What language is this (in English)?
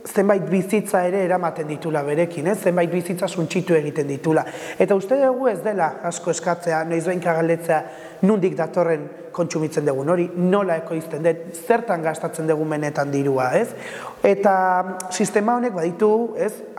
Basque